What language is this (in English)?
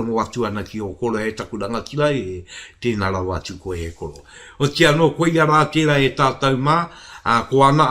Māori